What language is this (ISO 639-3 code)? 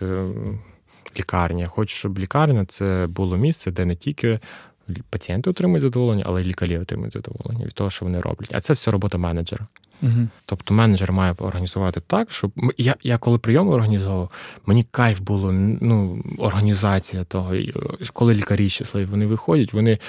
ukr